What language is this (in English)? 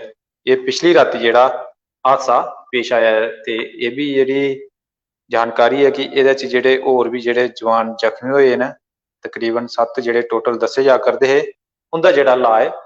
Dogri